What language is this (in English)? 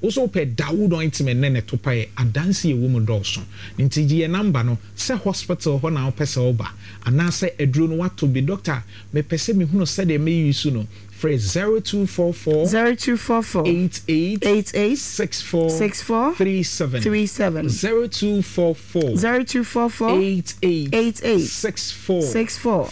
Akan